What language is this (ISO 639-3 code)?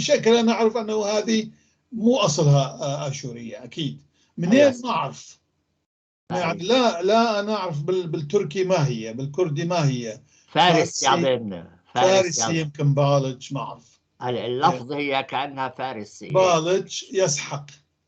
apc